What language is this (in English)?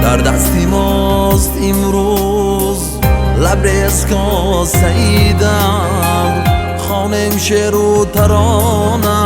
Tajik